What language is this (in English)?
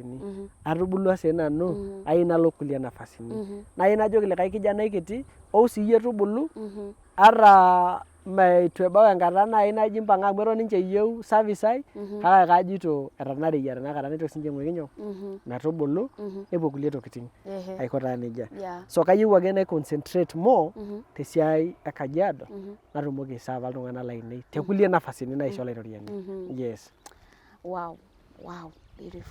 Masai